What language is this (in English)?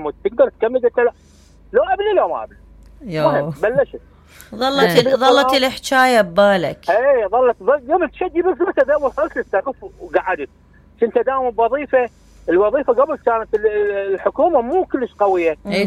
Mesopotamian Arabic